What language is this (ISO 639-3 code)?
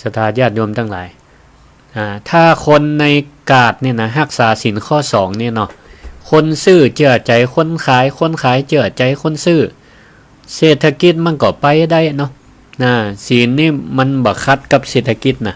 nod